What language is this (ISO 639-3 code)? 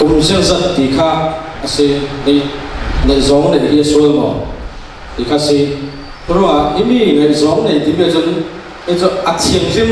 cfm